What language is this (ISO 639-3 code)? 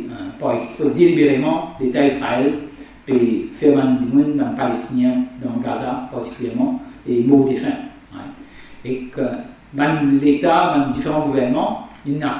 mfe